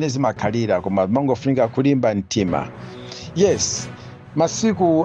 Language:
Nyanja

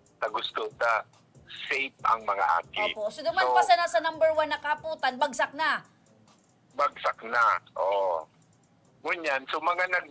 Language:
Bikol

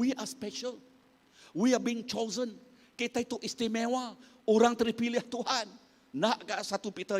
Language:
Iban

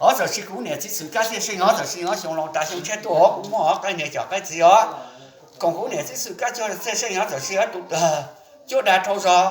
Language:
Hmong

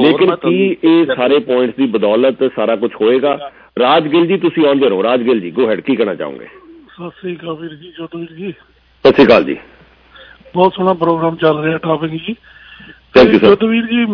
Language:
Punjabi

